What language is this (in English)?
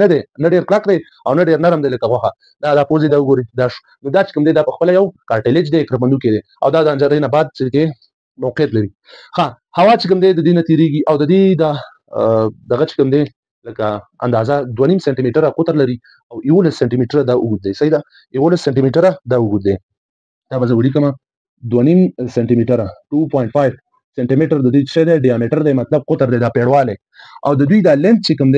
Pashto